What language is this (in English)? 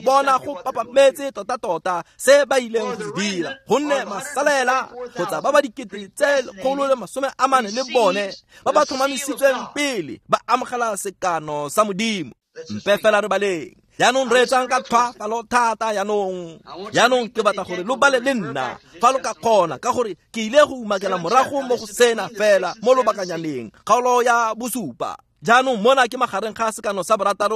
Tswana